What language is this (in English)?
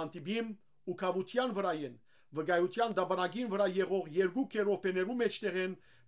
Western Armenian